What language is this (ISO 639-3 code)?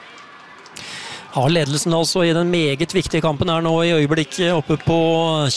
nor